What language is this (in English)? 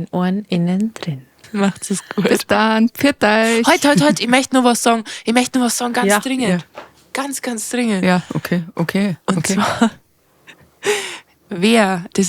Bavarian